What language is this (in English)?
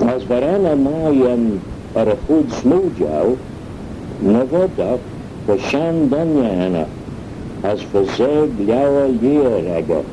Manx